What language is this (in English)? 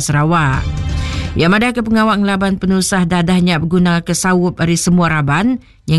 Iban